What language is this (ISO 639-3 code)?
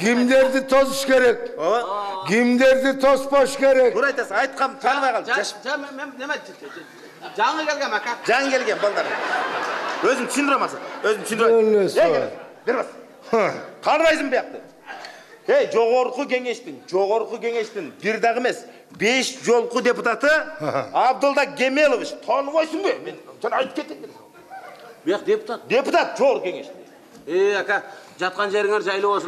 kir